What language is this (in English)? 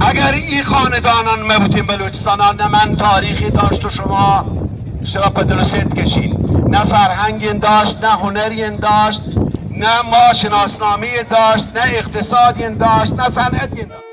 Baluchi